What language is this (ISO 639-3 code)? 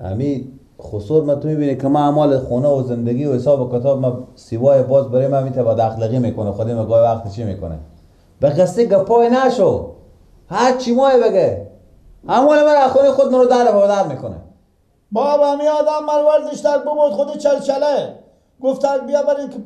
fas